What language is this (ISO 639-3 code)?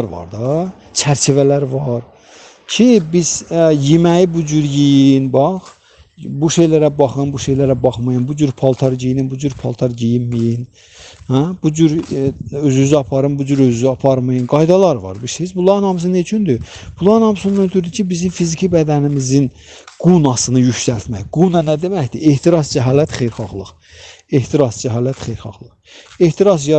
aze